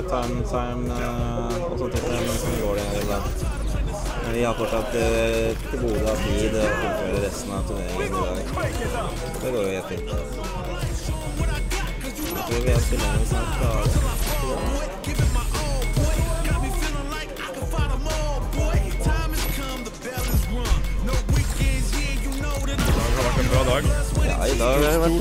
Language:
Norwegian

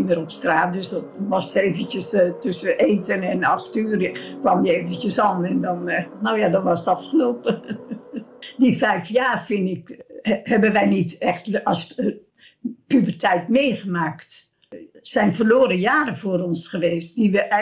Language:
Dutch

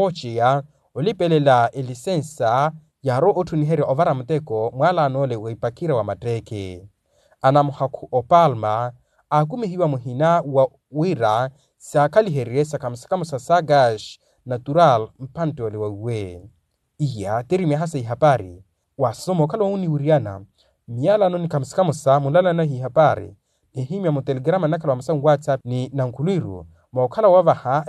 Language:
Makhuwa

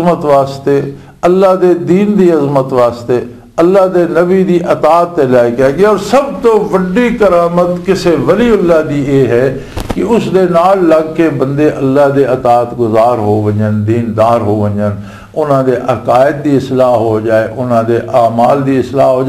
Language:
Western Panjabi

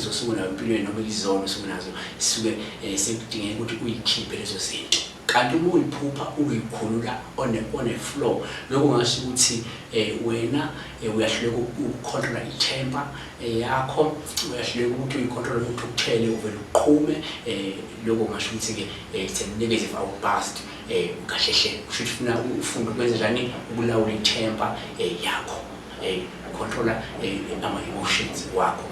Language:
Zulu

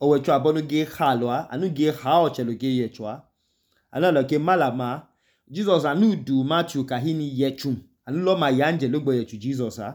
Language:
Idoma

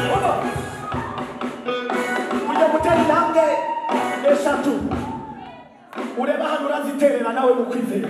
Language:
Kinyarwanda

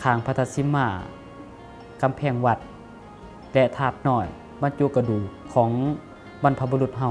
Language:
Lao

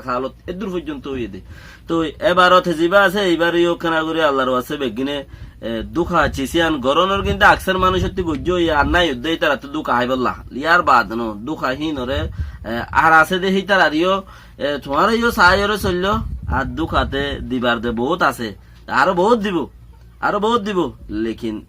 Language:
Rohingya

